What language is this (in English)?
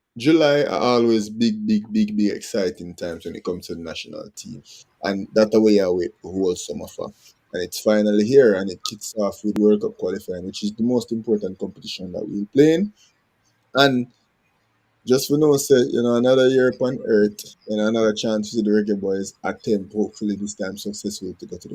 Jamaican Creole English